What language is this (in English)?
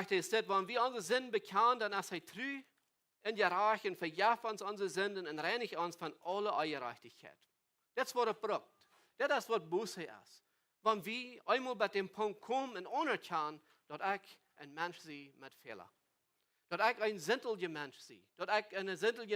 Plautdietsch